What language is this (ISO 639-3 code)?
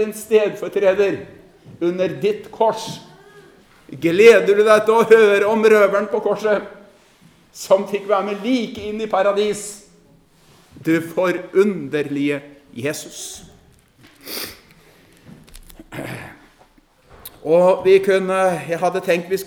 nor